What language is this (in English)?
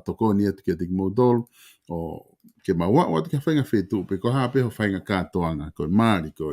Tongan